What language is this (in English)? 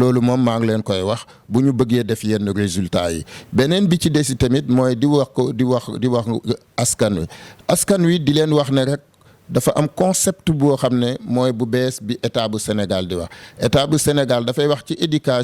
Wolof